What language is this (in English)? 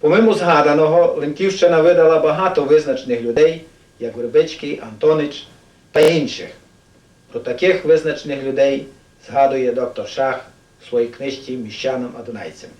Rusyn